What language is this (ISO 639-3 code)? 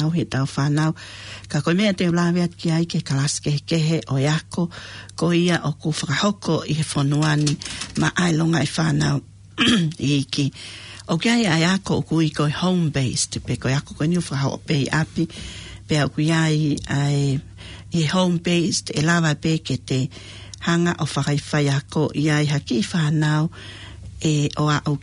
ton